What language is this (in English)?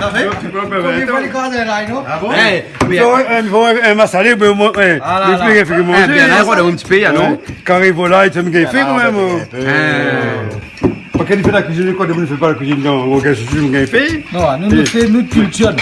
Réunion Creole French